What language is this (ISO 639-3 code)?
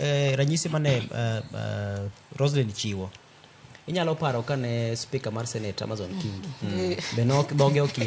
luo